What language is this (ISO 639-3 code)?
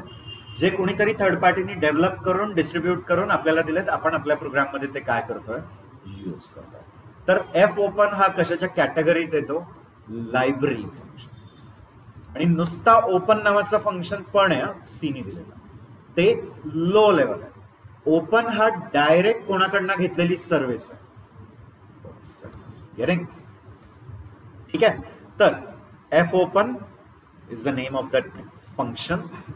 mar